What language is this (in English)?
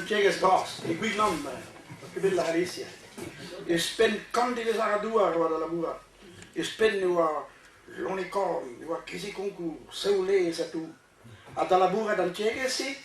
Breton